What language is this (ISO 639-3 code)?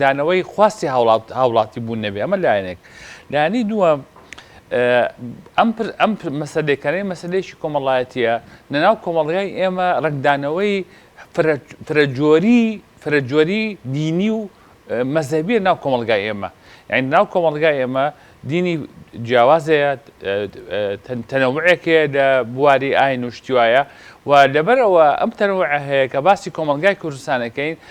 ckb